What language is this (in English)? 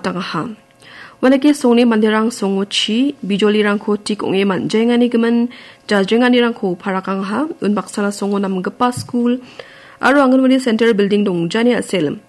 Garo